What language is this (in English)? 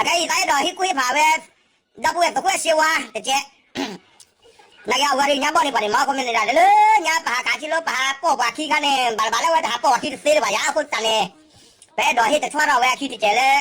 S'gaw Karen